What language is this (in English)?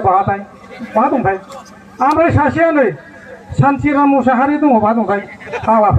Bodo